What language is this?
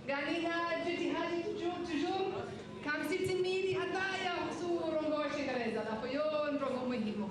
Ngazidja Comorian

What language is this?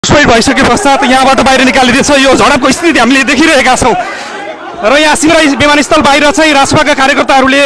Nepali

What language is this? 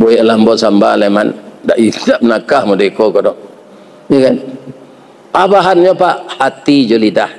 Minangkabau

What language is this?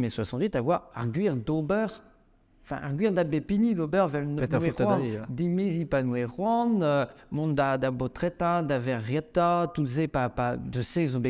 Breton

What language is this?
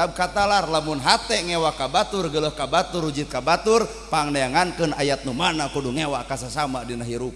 Sundanese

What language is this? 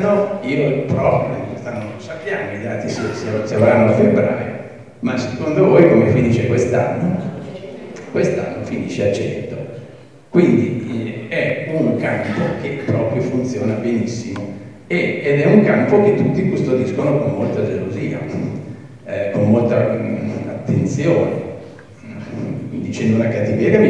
Italian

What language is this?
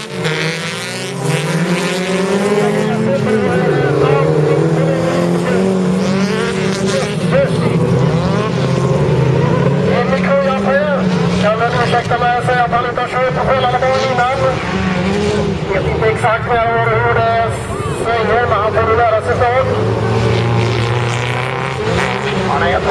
Swedish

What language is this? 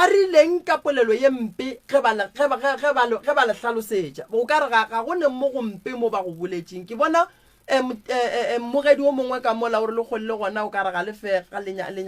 Northern Sotho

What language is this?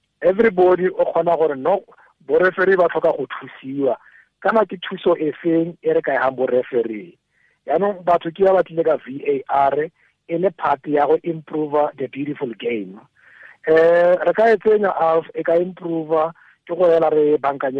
Tswana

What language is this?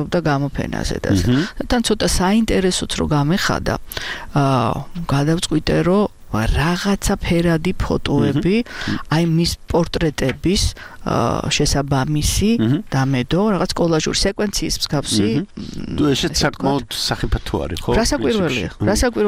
Georgian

